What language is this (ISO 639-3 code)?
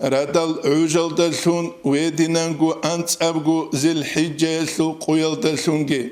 ava